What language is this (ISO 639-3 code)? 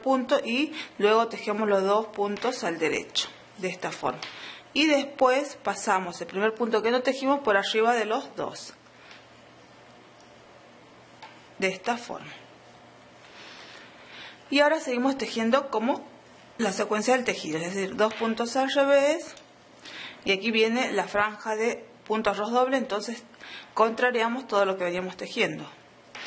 spa